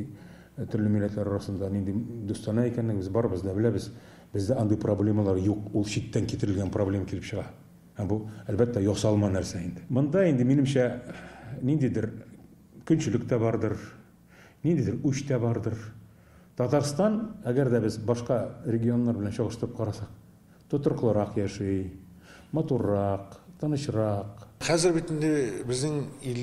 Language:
Tatar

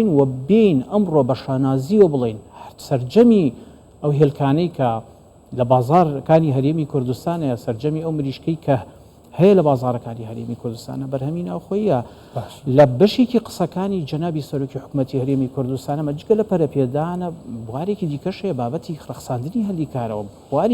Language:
Central Kurdish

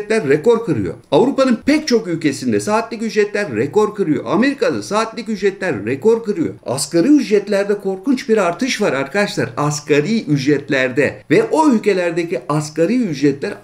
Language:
Turkish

